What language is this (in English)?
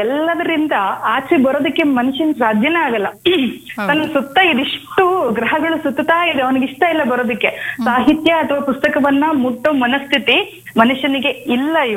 Kannada